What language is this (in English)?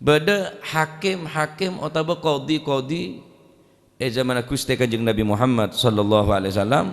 Madurese